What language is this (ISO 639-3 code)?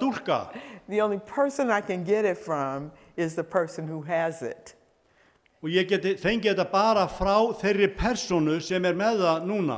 isl